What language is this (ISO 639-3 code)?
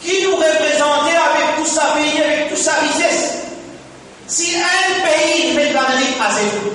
mfe